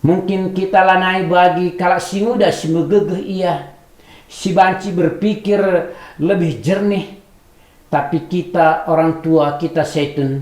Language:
Batak Karo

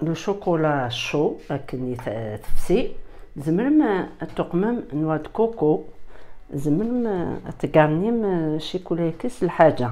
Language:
Kabyle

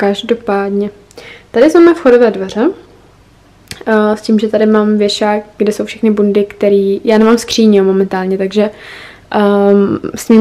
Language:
Czech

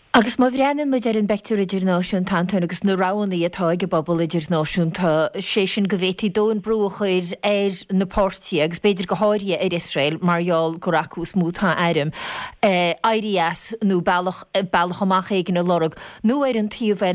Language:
Irish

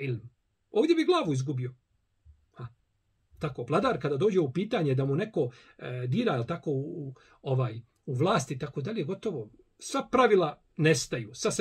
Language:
Bosnian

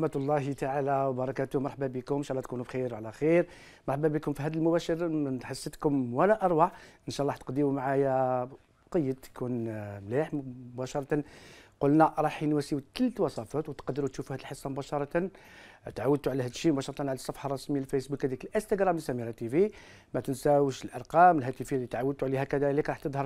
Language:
Algerian Arabic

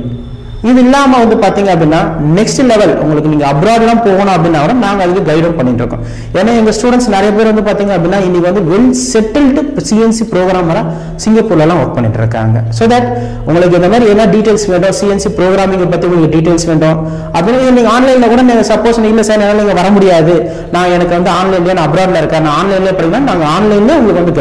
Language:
Tamil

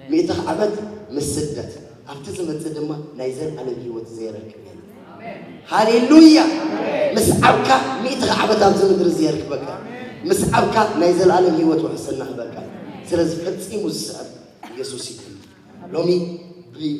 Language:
Tigrinya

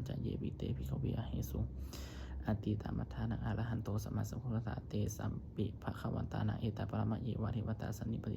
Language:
Pali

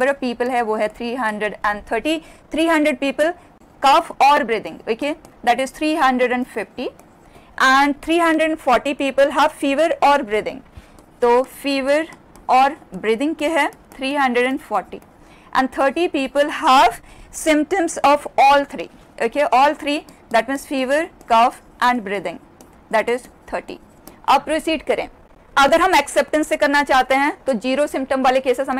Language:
Hindi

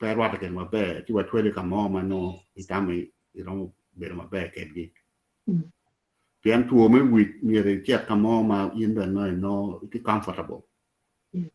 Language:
Acoli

